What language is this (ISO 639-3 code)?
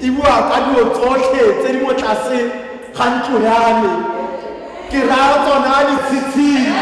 tsn